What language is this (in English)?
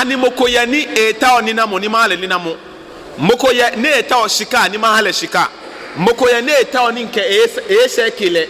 Ga